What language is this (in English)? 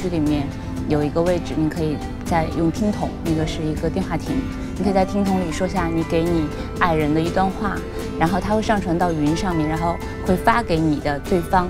Chinese